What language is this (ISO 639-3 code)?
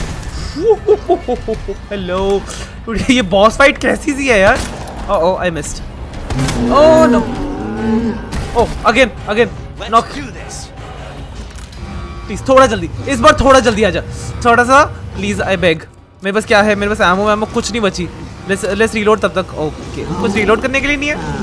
hin